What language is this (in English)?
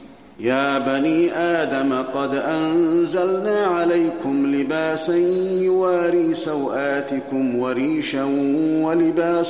Arabic